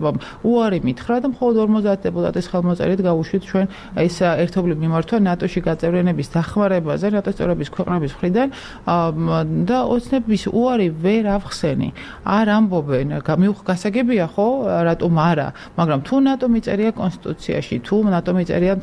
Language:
Georgian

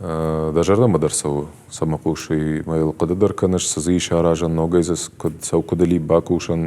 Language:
Ossetic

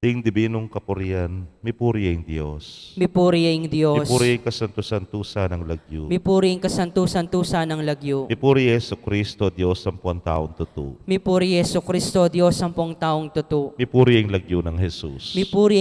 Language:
Pampanga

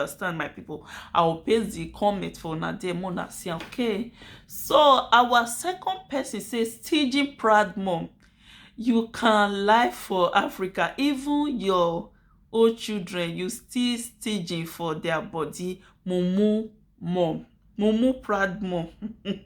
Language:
Nigerian Pidgin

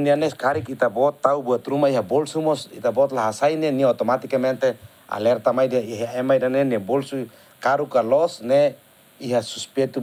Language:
Tetum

